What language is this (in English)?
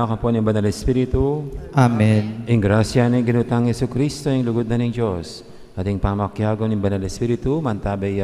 Pampanga